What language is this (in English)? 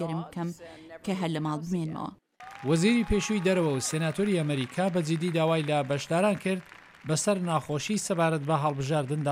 Central Kurdish